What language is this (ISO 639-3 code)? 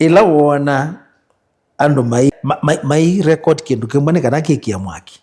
kam